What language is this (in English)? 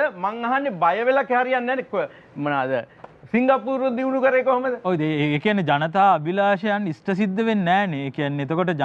Sinhala